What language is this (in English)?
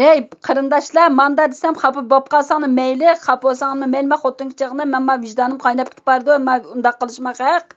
Uyghur